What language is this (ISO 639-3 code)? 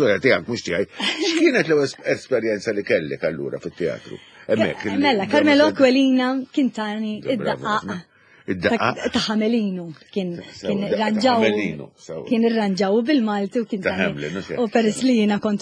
mlt